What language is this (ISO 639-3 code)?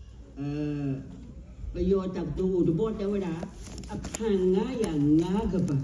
ksw